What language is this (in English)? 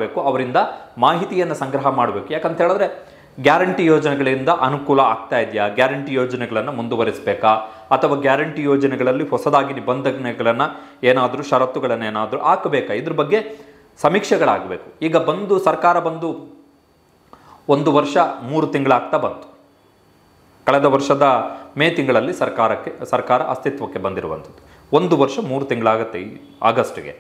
Kannada